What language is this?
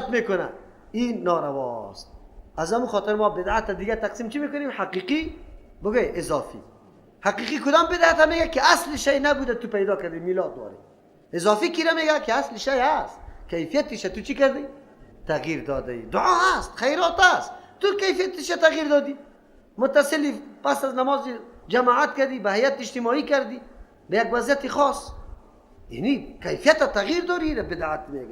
Persian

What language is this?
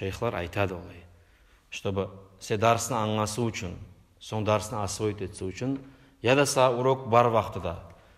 Kumyk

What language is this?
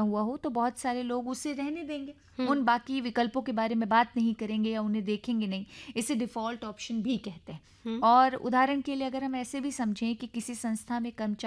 Hindi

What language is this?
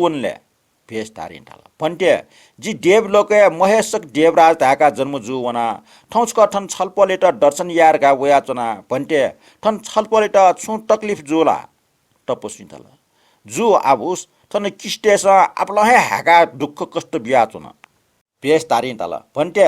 Newari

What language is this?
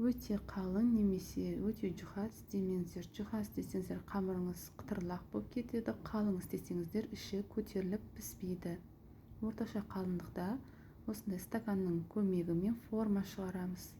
Kazakh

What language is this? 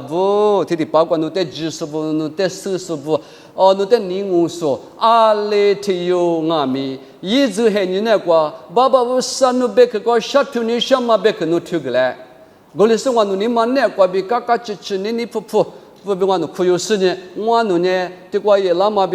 Lisu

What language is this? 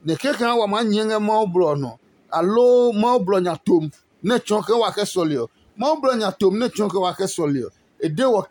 Adangme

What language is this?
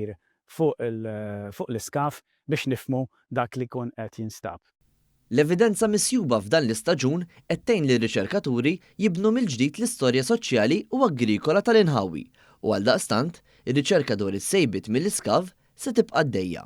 Maltese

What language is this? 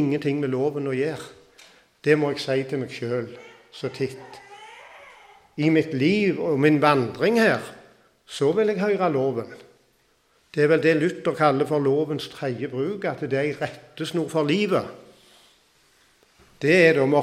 Norwegian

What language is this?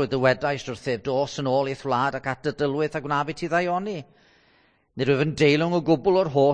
Welsh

